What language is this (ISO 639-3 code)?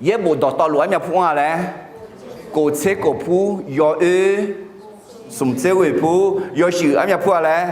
ahk